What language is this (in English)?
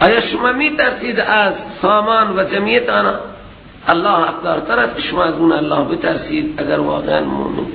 Persian